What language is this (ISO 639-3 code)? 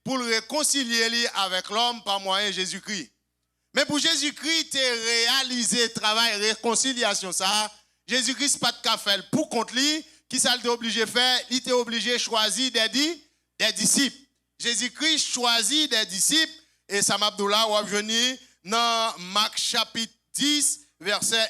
hat